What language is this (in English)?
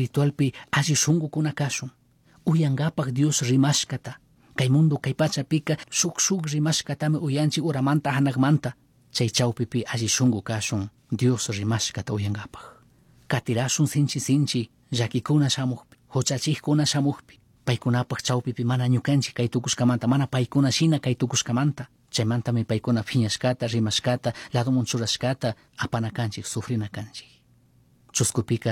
Chimborazo Highland Quichua